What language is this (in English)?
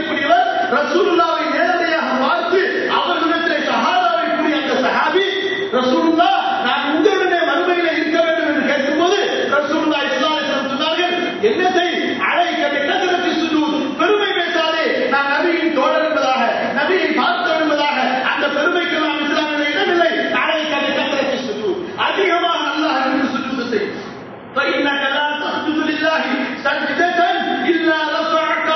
Tamil